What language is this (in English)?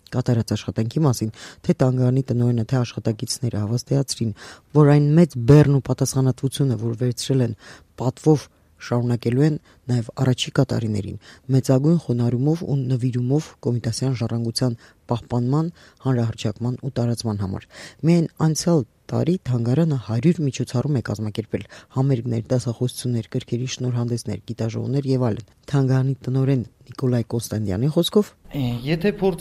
Armenian